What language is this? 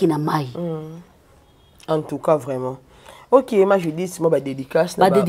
Lingala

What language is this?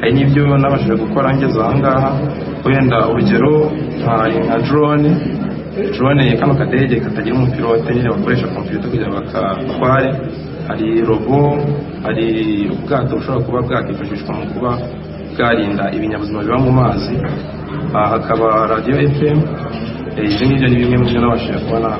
Kinyarwanda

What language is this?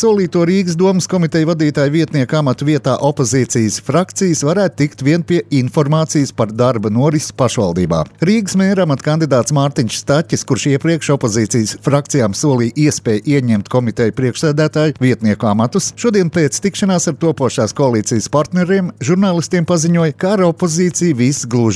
Latvian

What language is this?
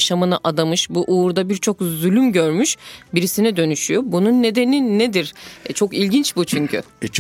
Turkish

